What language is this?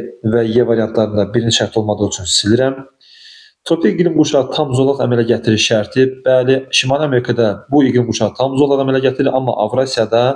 Azerbaijani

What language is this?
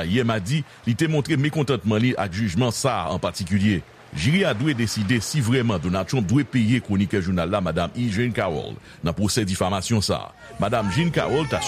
Haitian Creole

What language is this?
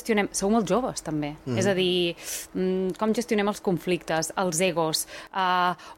Catalan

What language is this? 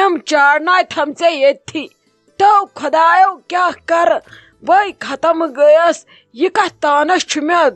Kashmiri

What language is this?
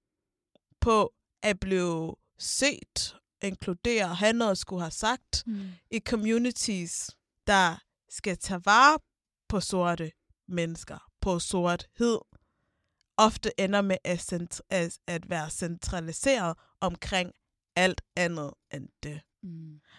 Danish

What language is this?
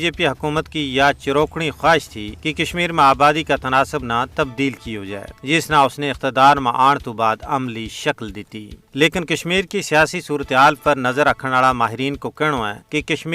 Gujari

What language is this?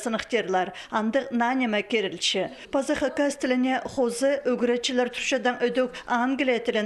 Khakas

